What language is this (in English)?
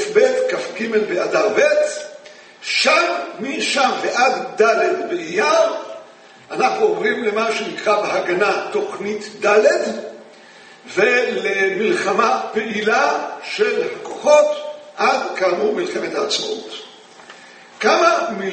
Hebrew